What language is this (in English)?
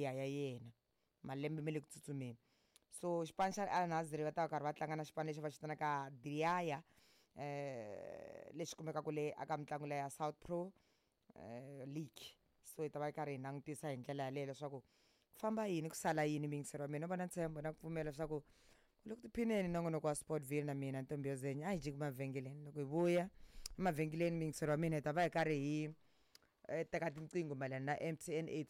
Tsonga